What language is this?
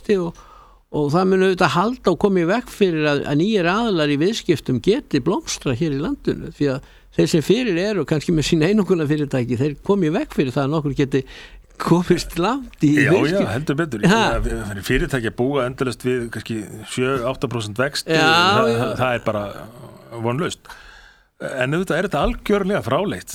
Icelandic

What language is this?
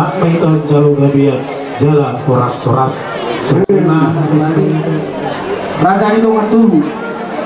Batak Toba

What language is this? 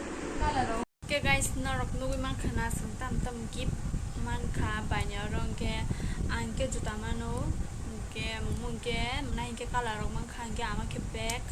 Kok Borok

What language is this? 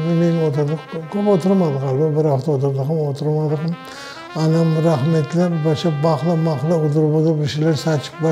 Crimean Tatar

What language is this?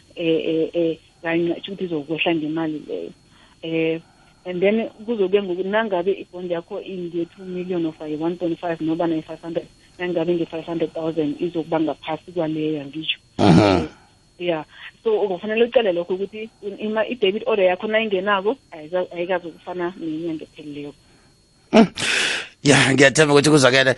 South Ndebele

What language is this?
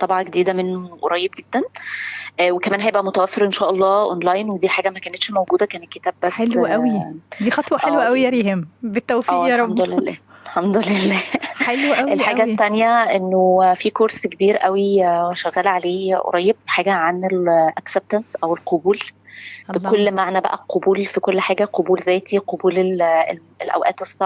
Egyptian Arabic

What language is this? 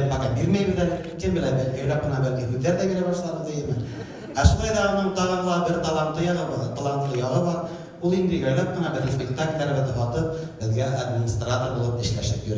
Bashkir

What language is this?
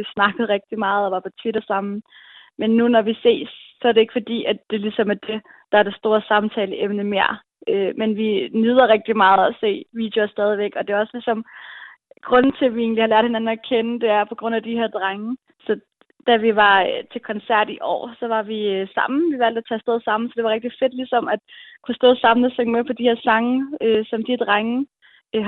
Danish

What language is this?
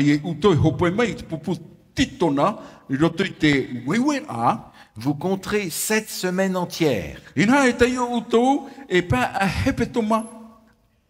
Tahitian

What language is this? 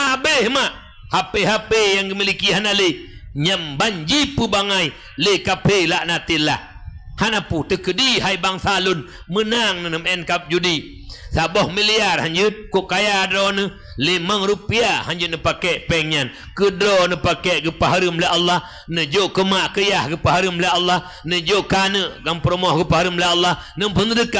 Achinese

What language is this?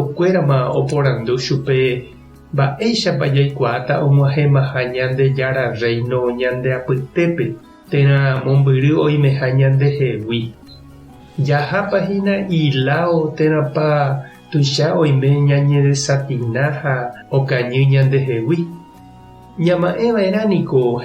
Guarani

